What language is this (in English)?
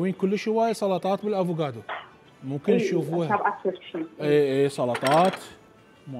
Mesopotamian Arabic